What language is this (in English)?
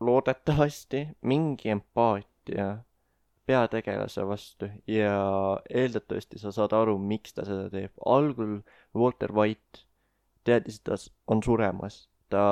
Estonian